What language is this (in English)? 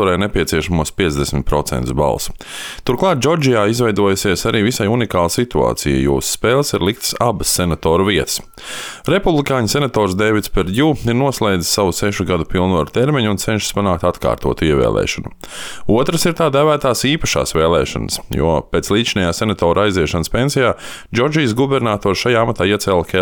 Latvian